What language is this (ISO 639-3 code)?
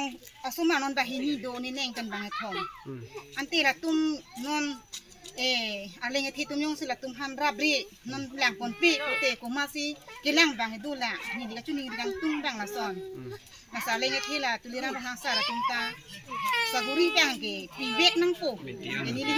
mjw